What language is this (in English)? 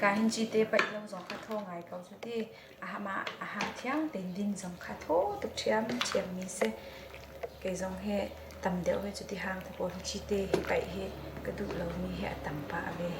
Hakha Chin